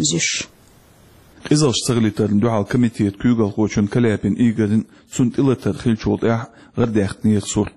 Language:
Chechen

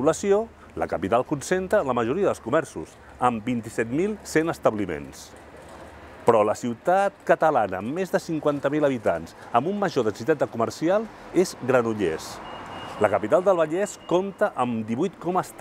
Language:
Catalan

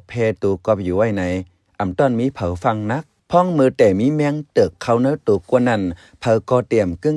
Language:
Shan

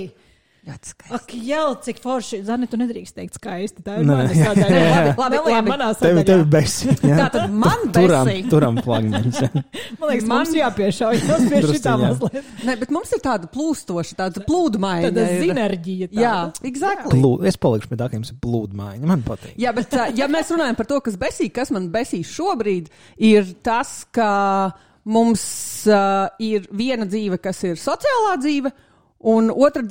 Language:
Latvian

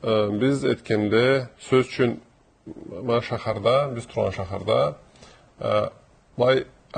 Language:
Karachay-Balkar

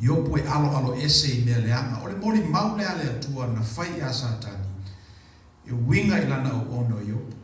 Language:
Samoan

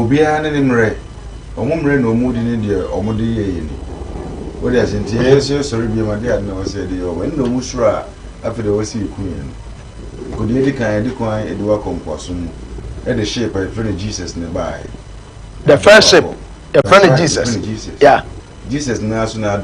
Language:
Akan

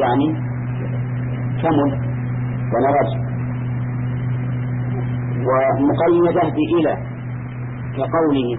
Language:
Arabic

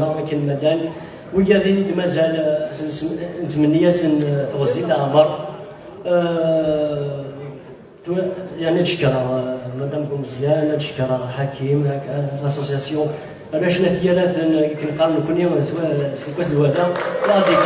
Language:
Kabyle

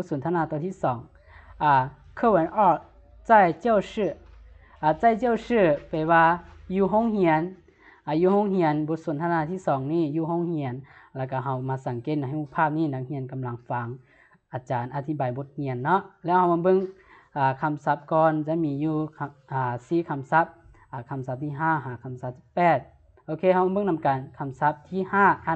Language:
Lao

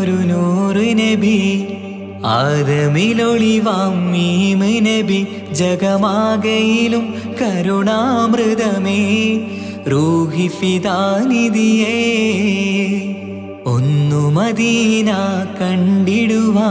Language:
Malayalam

